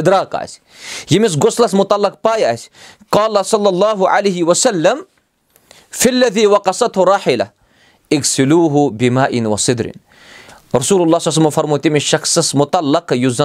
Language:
Kashmiri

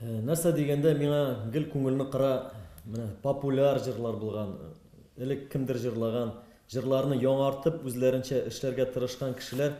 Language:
Tatar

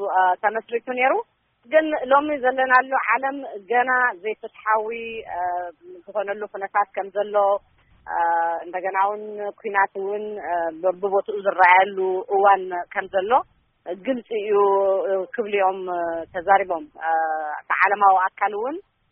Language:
Tigrinya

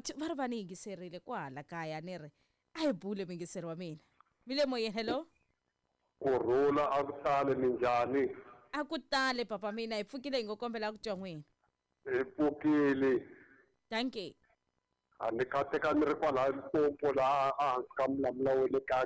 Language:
Tsonga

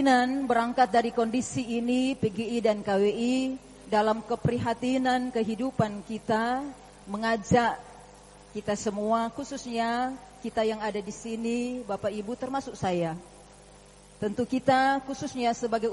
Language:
Indonesian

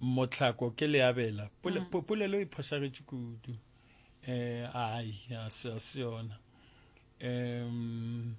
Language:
Northern Sotho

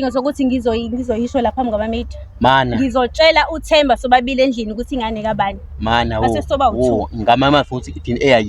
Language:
Zulu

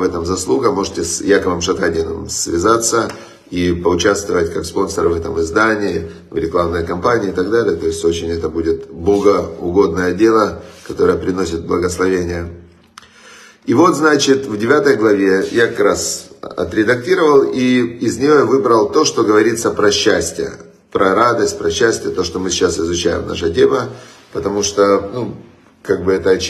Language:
Russian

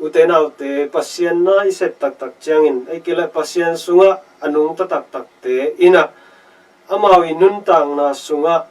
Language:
Tedim Chin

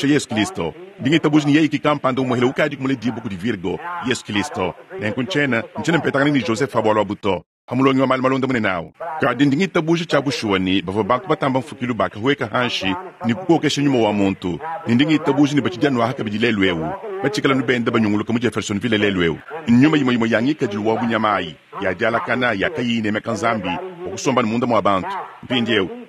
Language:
Luba-Lulua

